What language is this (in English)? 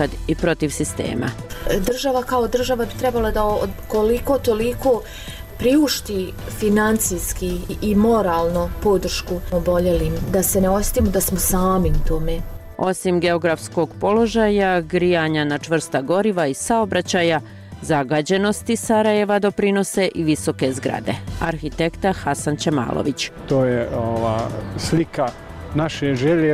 Bosnian